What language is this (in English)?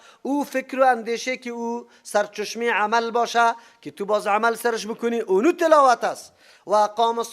Persian